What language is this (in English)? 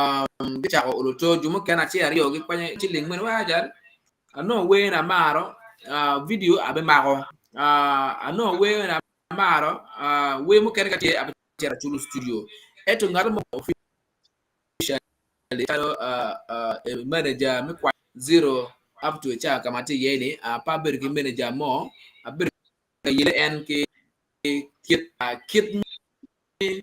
Acoli